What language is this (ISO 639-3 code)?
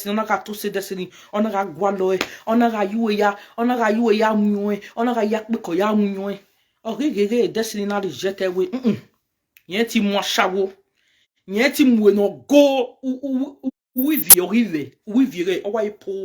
pcm